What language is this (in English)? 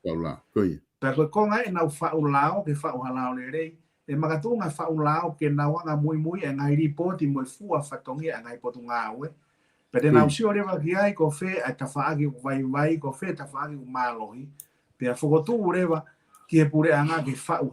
Tongan